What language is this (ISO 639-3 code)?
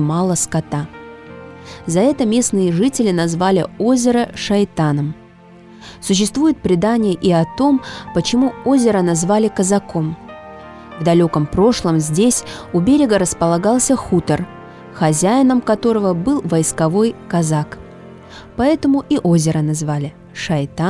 rus